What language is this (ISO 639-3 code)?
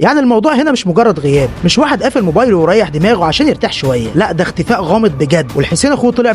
arz